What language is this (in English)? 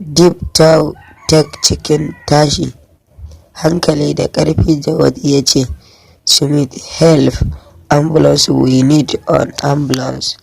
Hausa